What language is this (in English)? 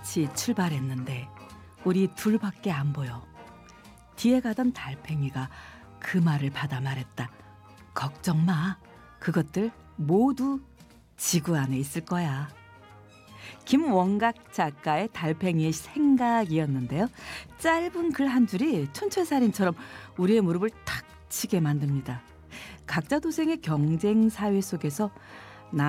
Korean